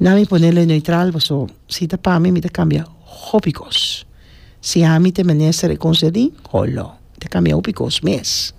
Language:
Papiamento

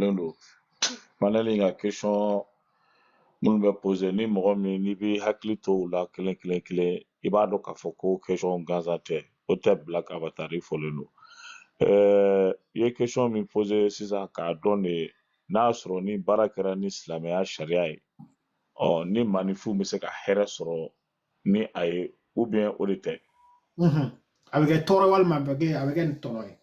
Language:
Bambara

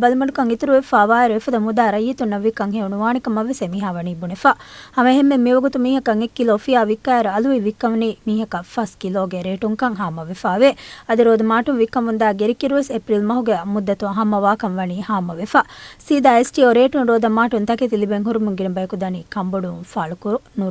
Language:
Divehi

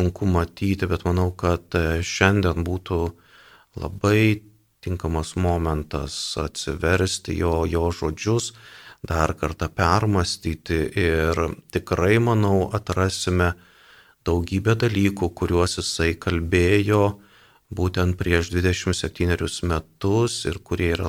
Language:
Lithuanian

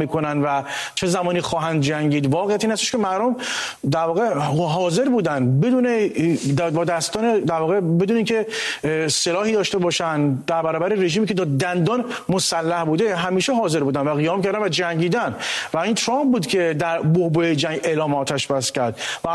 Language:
Persian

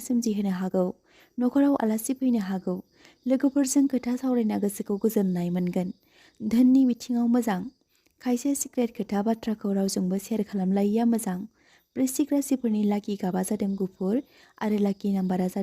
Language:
Bodo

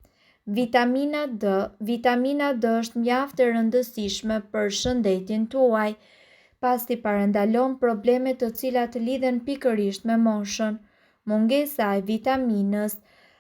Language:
Albanian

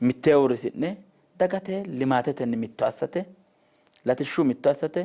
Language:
Sidamo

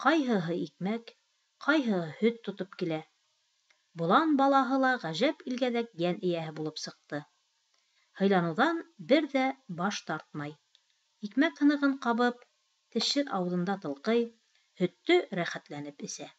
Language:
Bashkir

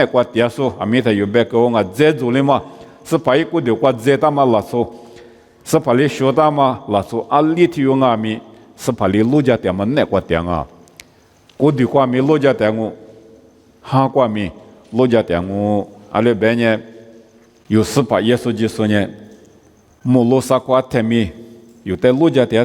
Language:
Lisu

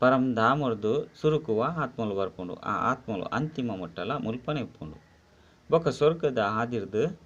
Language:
Tulu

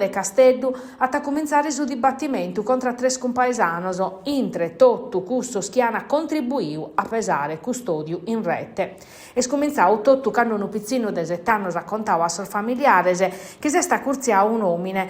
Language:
Sardinian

